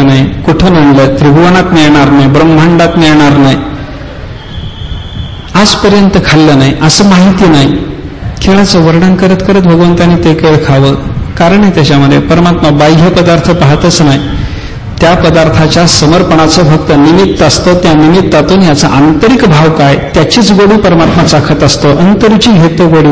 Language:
Marathi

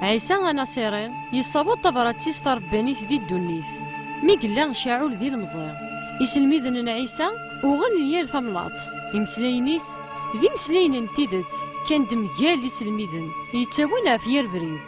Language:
Kabyle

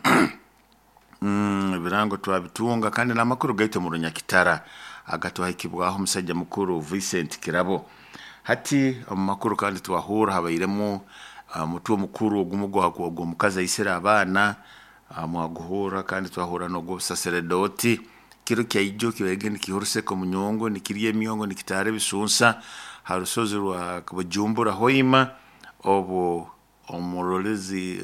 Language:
Nyoro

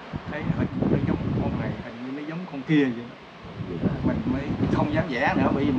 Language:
Vietnamese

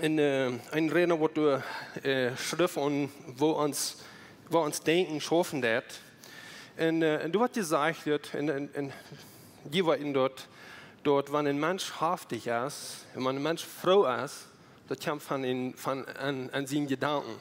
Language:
Plautdietsch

